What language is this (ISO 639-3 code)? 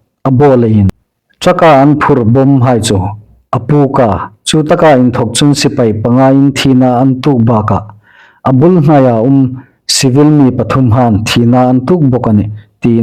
hmr